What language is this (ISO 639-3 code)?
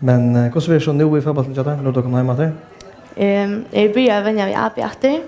fao